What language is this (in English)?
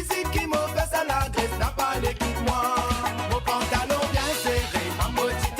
Morisyen